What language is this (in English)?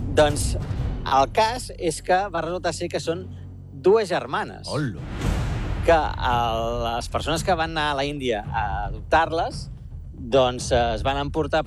Catalan